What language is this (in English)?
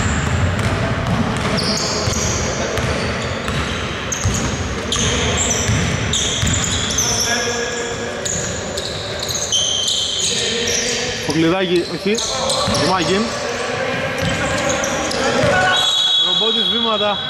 Greek